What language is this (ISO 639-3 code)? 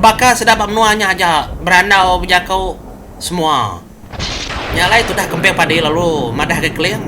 iba